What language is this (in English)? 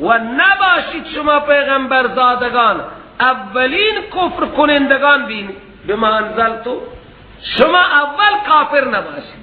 Persian